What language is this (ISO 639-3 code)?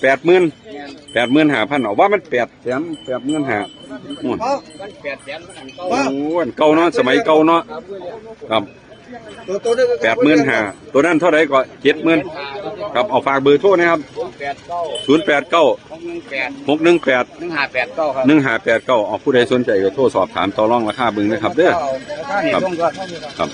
tts